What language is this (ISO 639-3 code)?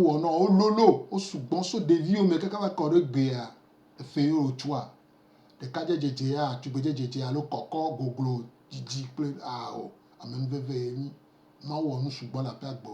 gej